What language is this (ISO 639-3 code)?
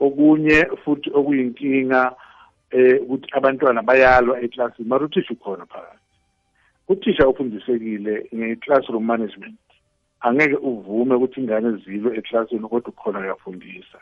nbl